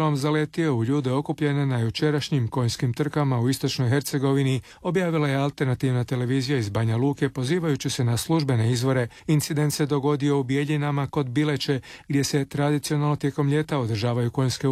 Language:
Croatian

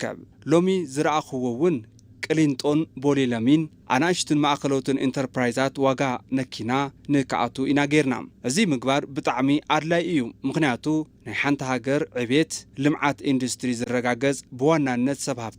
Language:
Tigrinya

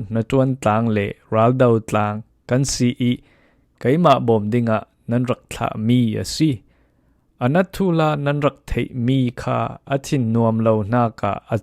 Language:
Falam Chin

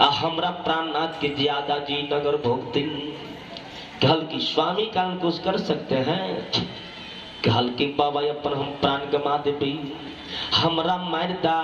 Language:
Maithili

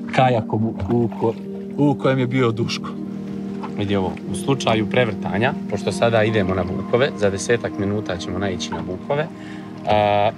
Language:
Serbian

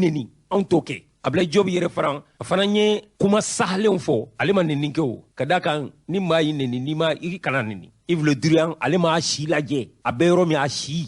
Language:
Bambara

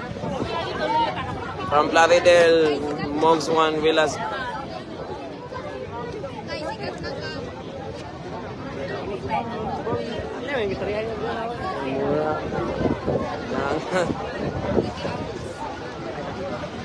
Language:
Cebuano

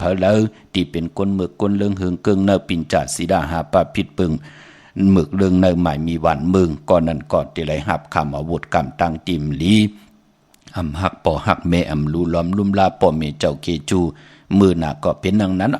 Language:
Shan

